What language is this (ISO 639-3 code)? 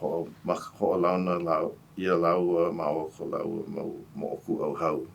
haw